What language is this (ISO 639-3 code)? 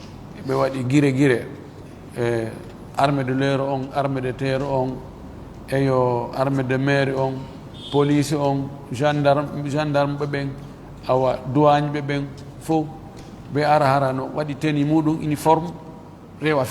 ful